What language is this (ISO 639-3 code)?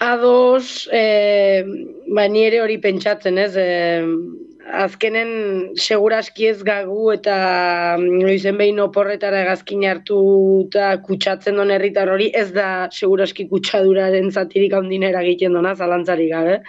eus